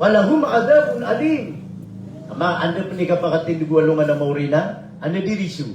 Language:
Maranao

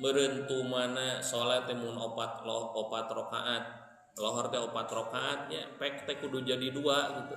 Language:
Sundanese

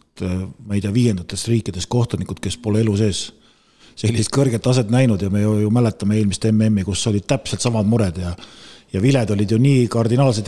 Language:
Estonian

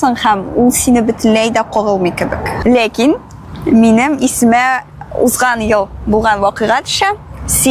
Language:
Tatar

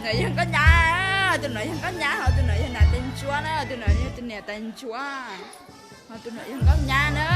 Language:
Hmong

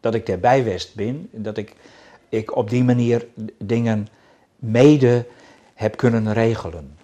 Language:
Western Frisian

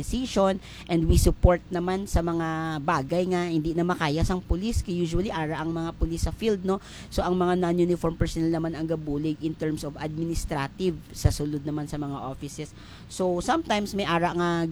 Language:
Hiligaynon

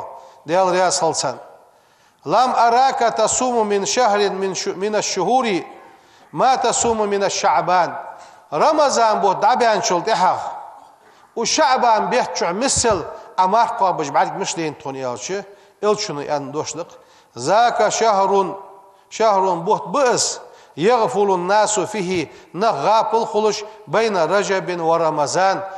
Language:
Ingush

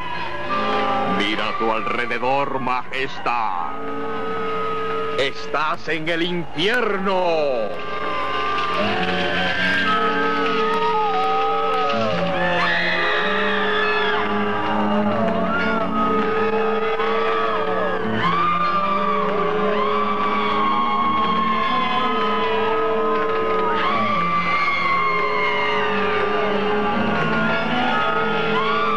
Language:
Spanish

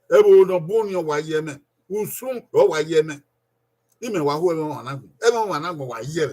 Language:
Bini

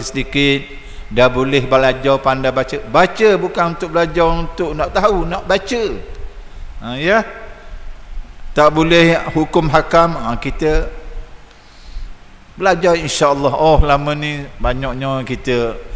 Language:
Malay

